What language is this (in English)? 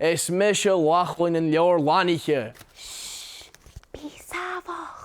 Scottish Gaelic